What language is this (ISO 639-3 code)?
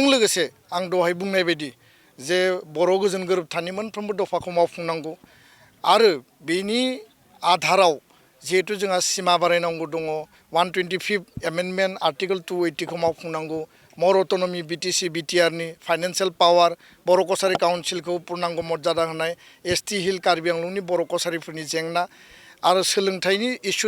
brx